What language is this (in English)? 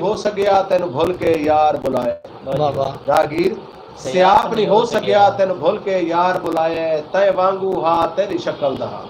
Saraiki